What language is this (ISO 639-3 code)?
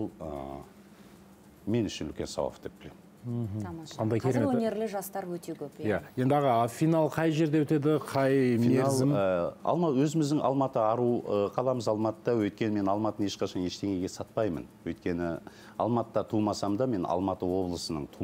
kaz